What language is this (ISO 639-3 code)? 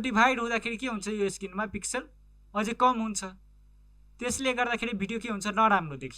nep